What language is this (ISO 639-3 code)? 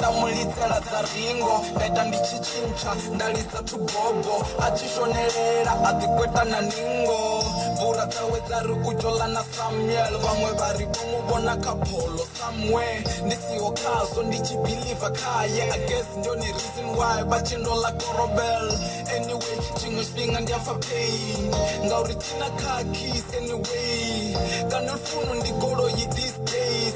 ven